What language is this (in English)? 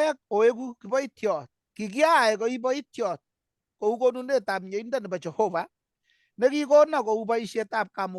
Kalenjin